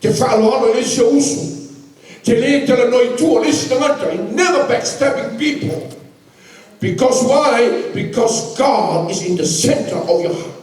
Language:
Samoan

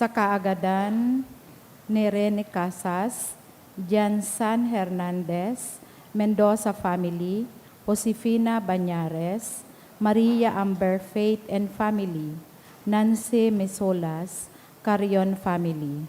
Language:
Bikol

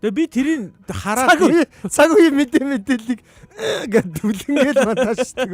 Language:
Mongolian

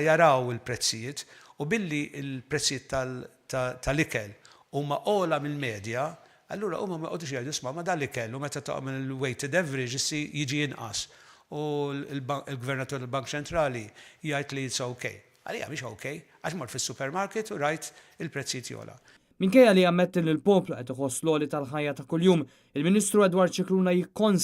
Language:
Maltese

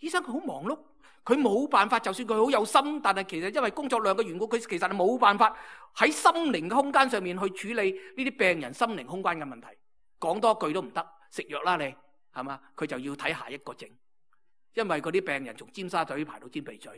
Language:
Cantonese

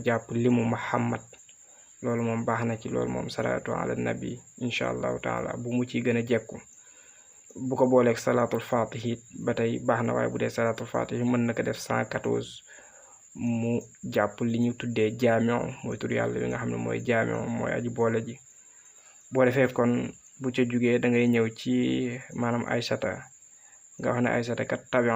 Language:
Wolof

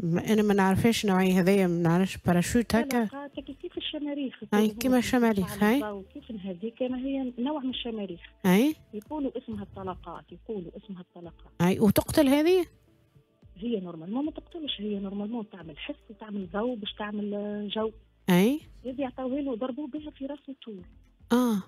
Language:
Tunisian Arabic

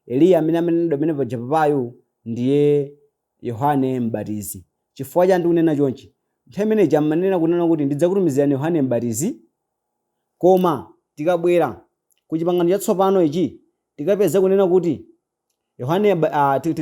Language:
Nyanja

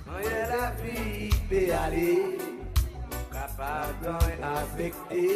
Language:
Seselwa Creole French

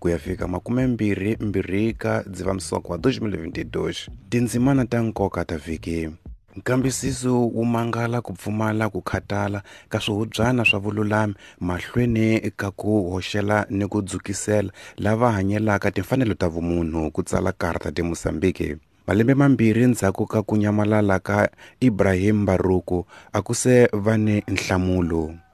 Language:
Tsonga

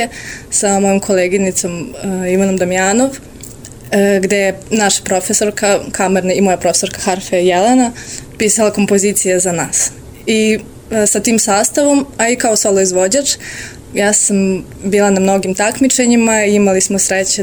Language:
Serbian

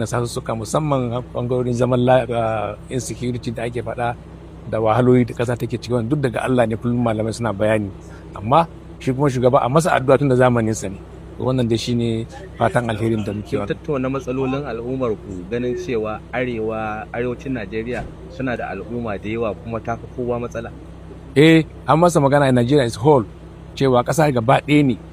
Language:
Hausa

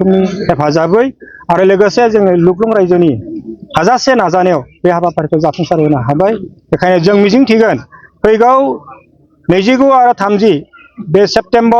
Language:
Bodo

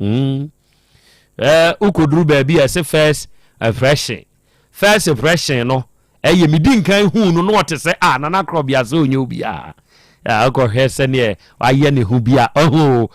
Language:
Akan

